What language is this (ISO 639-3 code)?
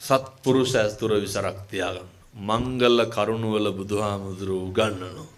sin